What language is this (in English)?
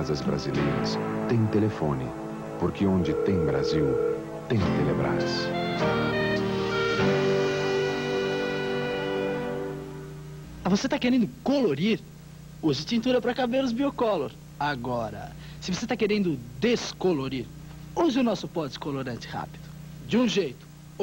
Portuguese